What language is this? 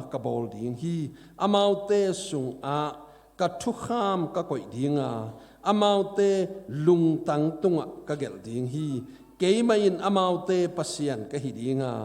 Tedim Chin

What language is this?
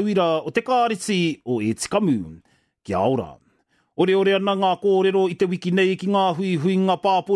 Māori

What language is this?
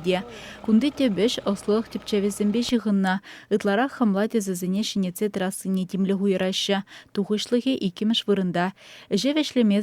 Chuvash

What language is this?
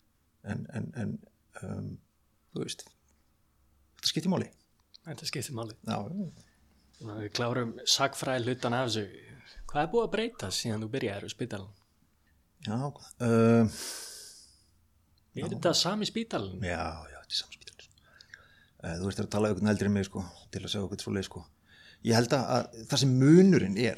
Icelandic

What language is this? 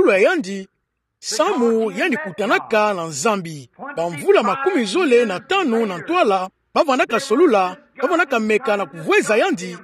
Kituba (Democratic Republic of Congo)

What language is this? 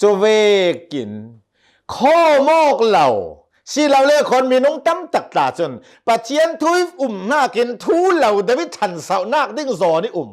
Hakha Chin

